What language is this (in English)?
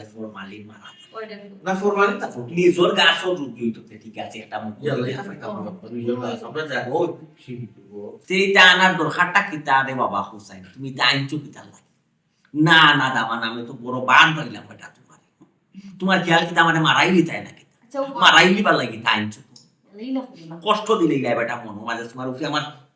Sylheti